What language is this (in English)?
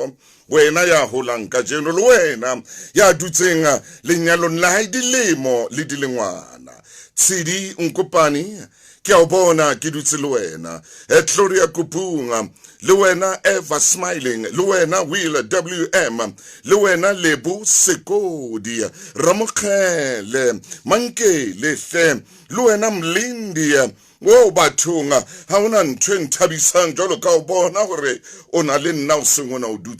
Southern Sotho